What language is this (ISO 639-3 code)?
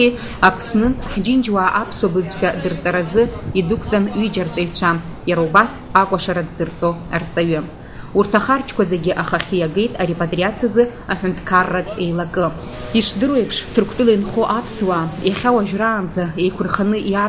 abk